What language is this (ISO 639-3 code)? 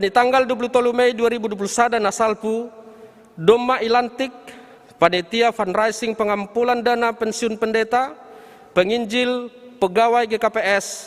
bts